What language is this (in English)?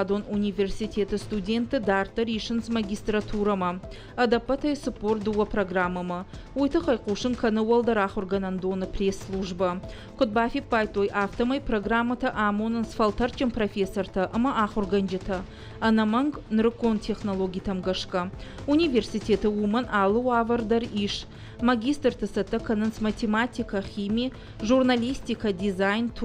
Ossetic